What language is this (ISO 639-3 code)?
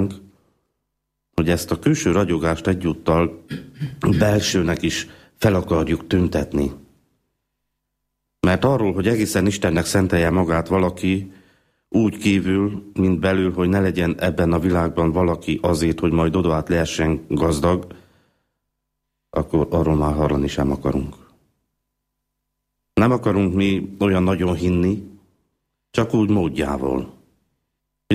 hun